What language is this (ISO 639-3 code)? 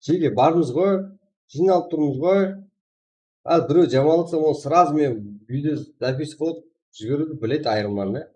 kaa